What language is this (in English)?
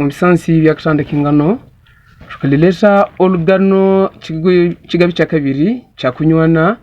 Havu